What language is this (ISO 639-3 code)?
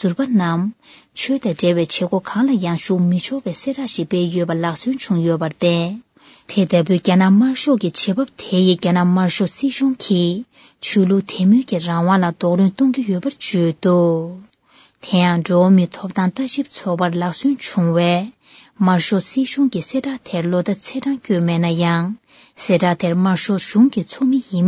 bod